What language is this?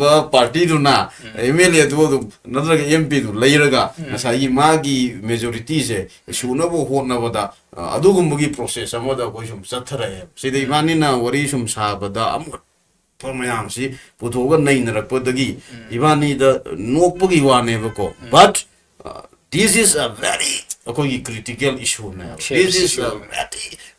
Manipuri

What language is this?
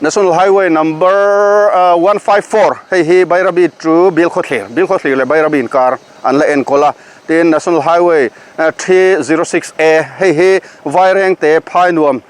Mizo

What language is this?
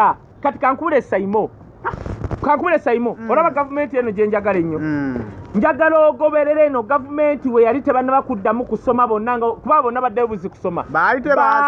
Ganda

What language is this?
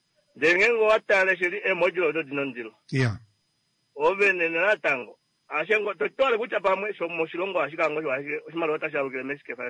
Kuanyama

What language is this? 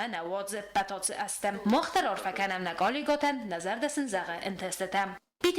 Ossetic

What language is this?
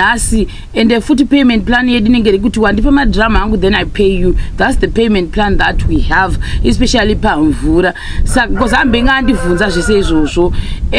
Shona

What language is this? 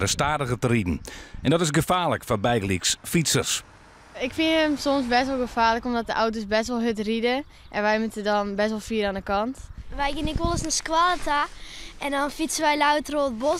Western Frisian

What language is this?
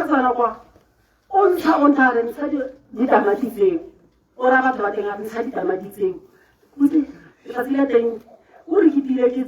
Tswana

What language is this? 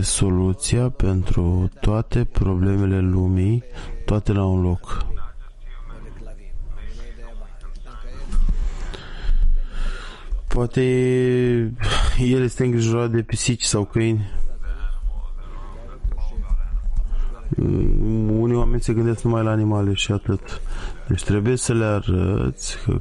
Romanian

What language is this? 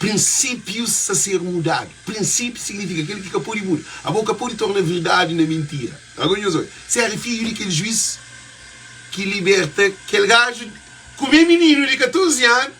Kabuverdianu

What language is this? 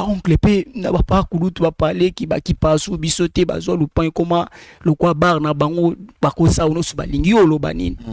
Lingala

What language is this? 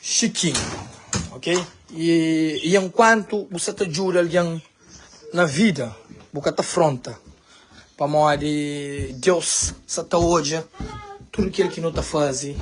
Kabuverdianu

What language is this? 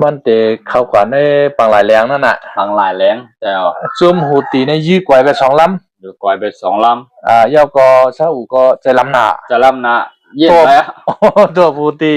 Shan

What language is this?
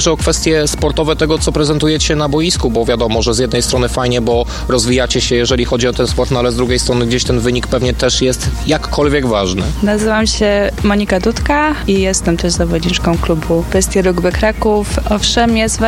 Polish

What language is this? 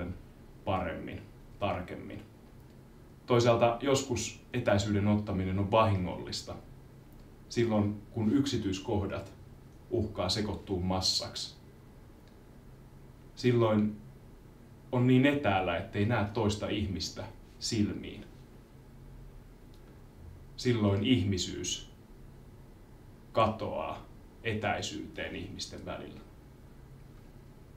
Finnish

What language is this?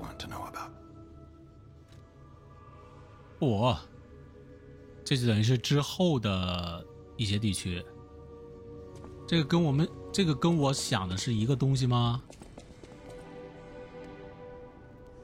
Chinese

